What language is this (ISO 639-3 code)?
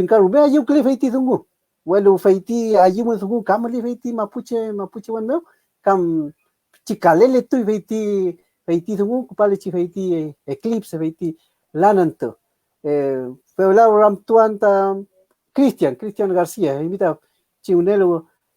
arn